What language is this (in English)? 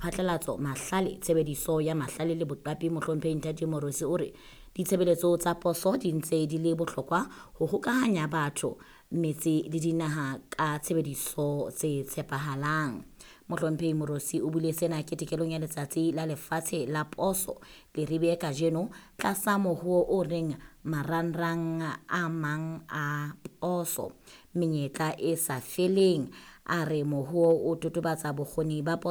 Southern Sotho